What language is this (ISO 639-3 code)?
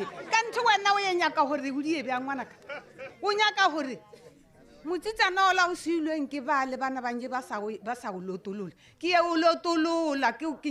tsn